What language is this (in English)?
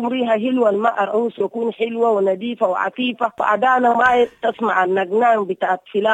Sudanese Arabic